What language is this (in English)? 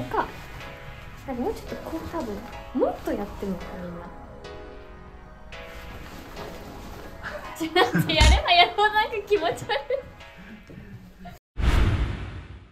Japanese